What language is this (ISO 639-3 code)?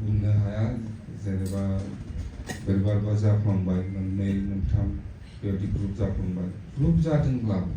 brx